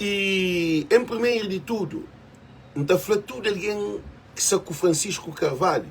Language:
Kabuverdianu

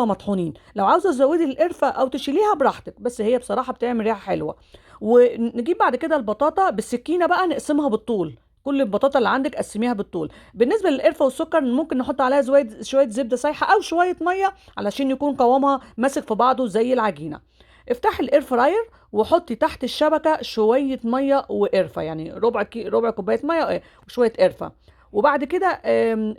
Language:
Egyptian Arabic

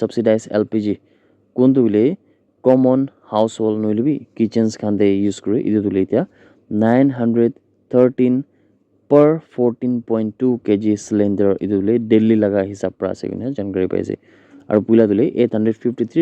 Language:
Naga Pidgin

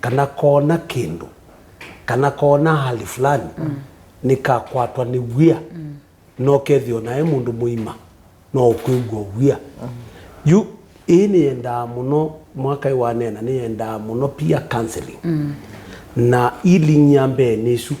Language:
Kamba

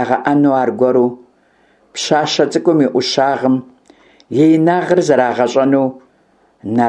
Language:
Kabardian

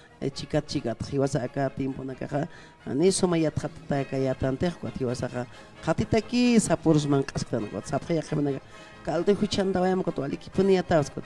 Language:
Aymara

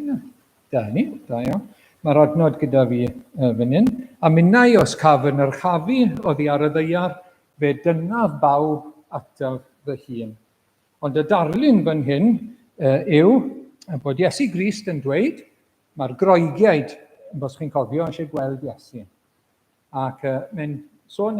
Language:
Welsh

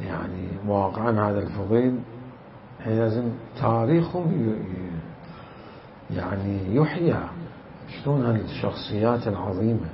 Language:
Mesopotamian Arabic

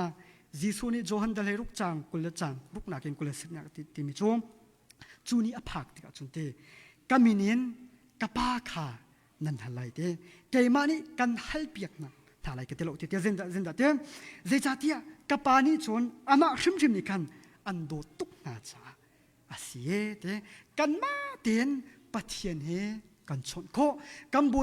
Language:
Hakha Chin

